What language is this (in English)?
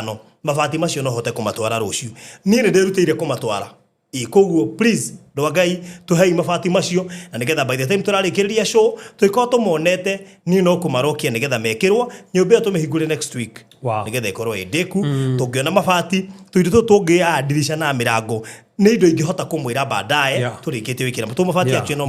Kikuyu